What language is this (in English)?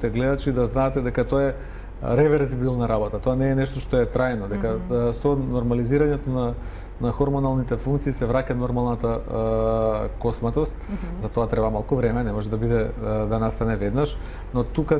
Macedonian